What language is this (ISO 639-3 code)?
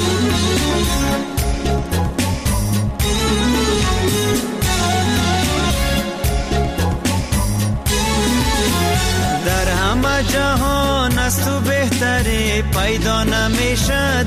fas